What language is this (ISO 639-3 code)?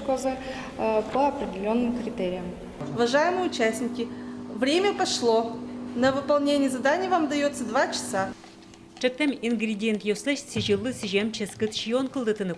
udm